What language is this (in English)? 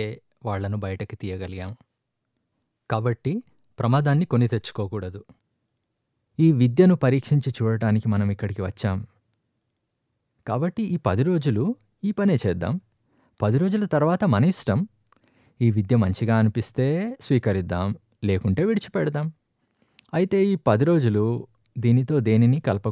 Telugu